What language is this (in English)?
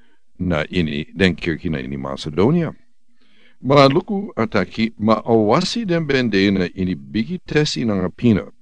Sranan Tongo